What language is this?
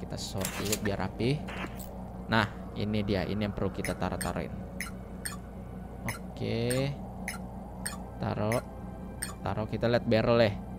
Indonesian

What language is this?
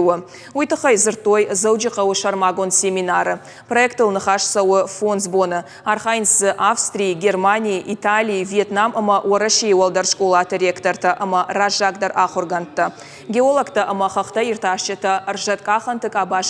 Ossetic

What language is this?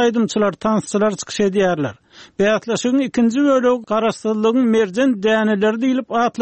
Turkmen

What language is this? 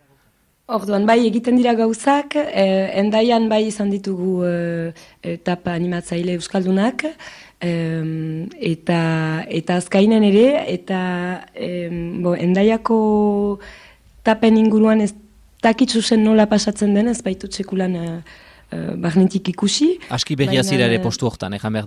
Basque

